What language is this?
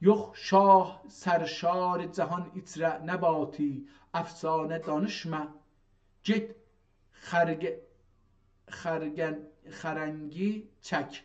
South Azerbaijani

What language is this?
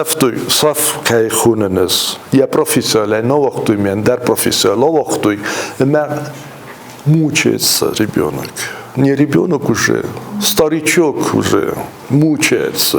Ossetic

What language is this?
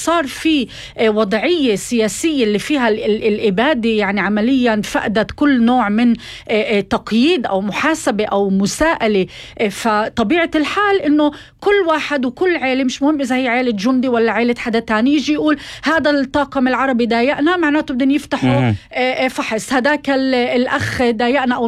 North Levantine Arabic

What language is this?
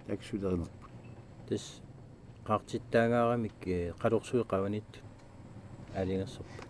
Kalaallisut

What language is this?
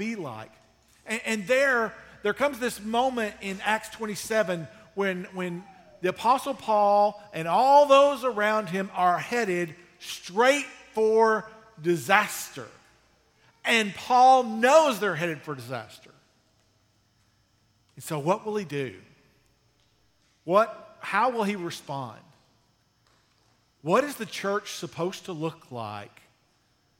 English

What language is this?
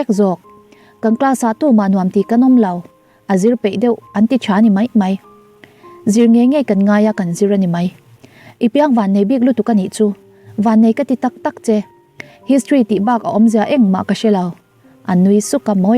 Mizo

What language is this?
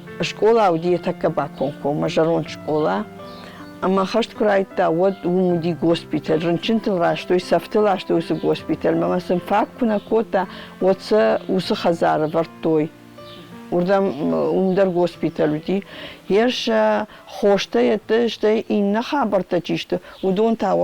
Ossetic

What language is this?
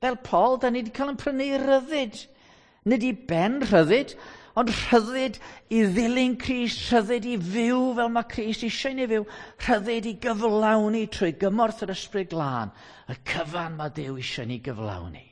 Welsh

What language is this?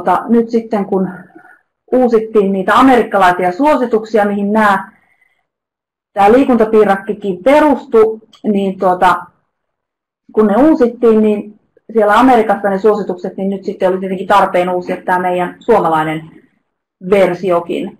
Finnish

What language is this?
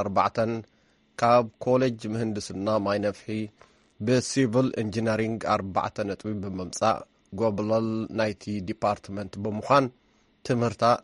Tigrinya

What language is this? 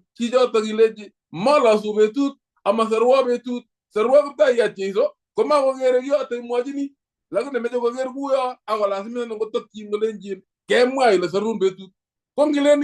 Kalenjin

